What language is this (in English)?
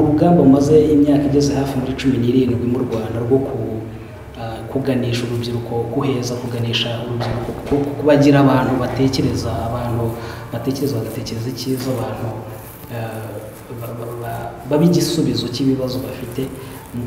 Kinyarwanda